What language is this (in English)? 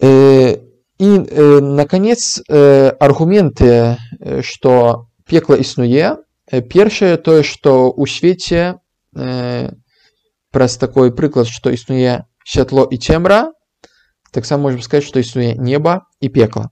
Belarusian